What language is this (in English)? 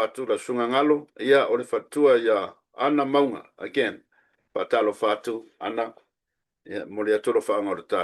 Samoan